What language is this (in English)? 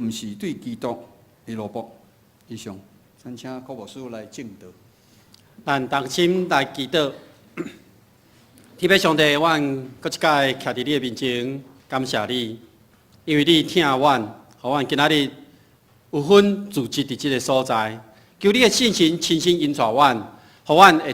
Min Nan Chinese